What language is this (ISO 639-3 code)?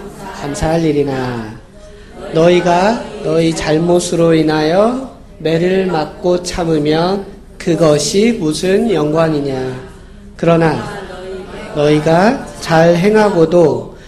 kor